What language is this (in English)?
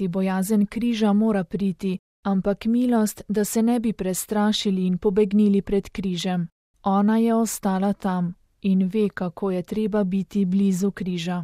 Slovenian